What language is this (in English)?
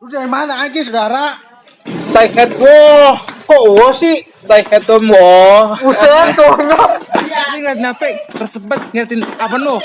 Betawi